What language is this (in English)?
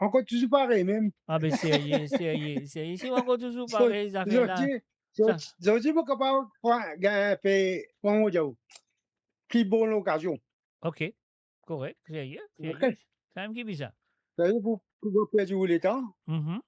Morisyen